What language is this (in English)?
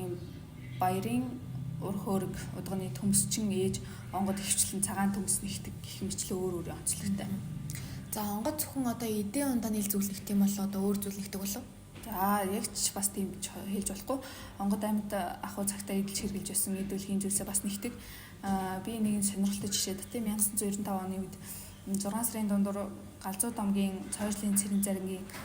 Mongolian